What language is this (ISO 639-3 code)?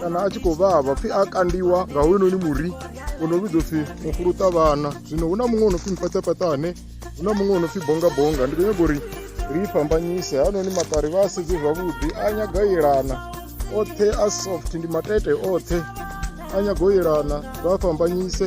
ven